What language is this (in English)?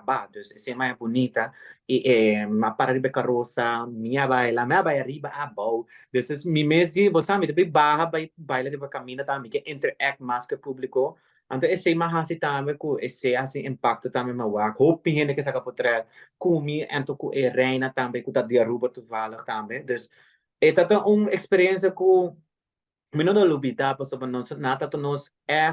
Papiamento